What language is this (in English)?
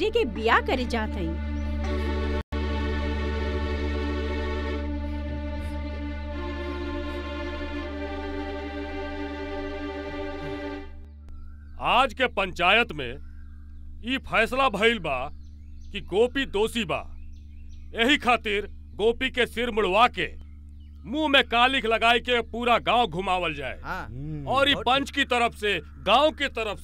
Bhojpuri